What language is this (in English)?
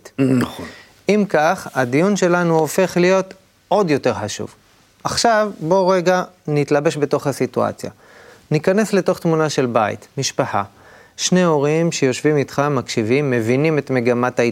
Hebrew